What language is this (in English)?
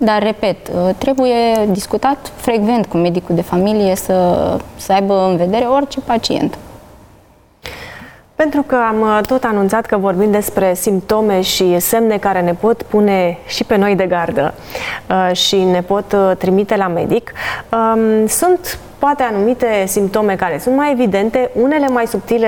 Romanian